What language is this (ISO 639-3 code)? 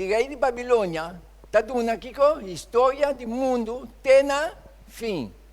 pap